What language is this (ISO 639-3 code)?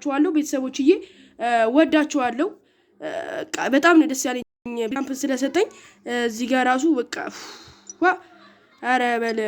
amh